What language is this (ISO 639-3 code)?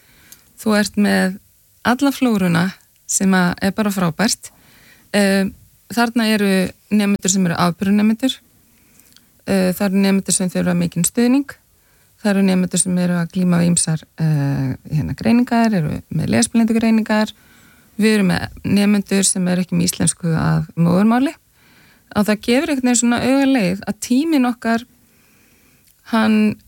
isl